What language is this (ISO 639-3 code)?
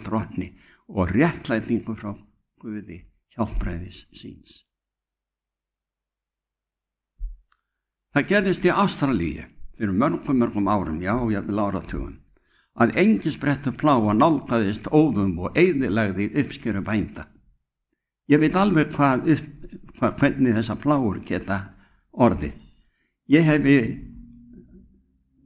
isl